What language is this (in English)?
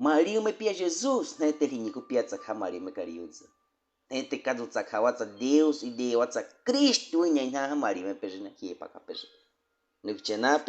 Baniwa